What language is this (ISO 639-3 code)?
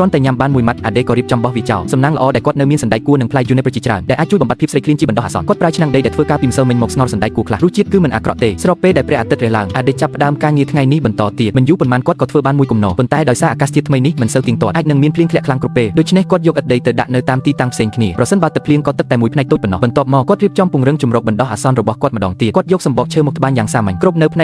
khm